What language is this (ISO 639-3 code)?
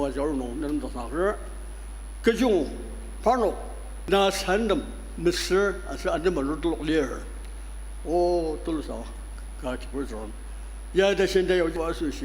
njo